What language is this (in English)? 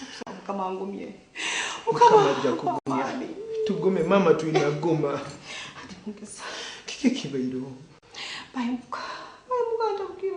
Nyoro